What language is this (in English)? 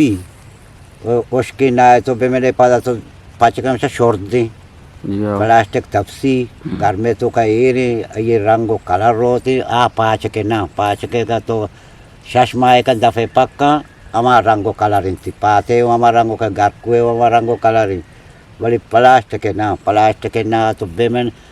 Eastern Balochi